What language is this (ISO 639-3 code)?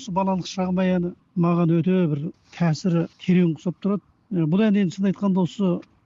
kaz